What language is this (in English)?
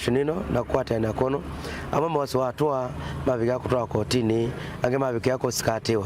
Kamba